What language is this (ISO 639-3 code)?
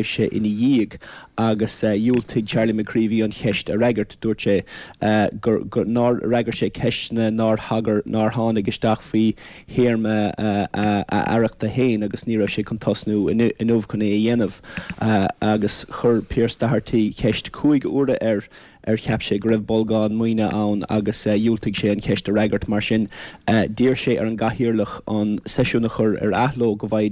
gle